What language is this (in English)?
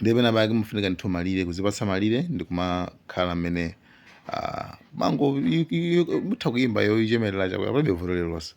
Nyanja